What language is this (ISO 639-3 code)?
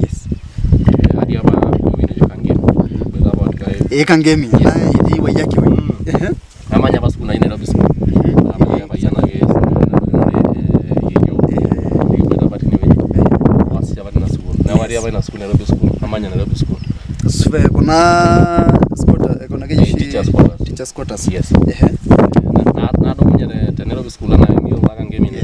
mas